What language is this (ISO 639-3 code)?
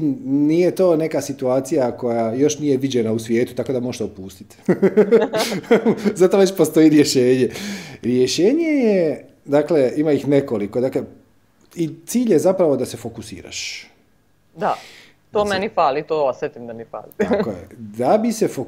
srp